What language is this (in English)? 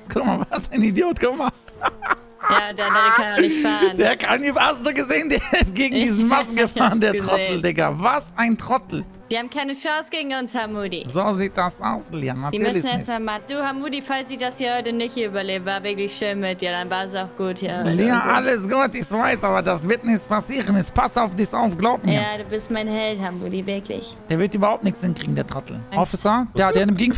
German